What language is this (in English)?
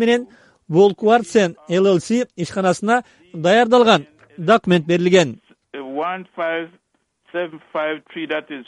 Kyrgyz